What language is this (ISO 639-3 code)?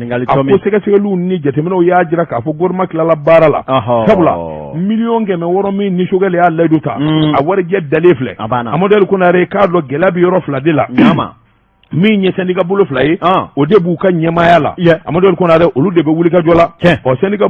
bam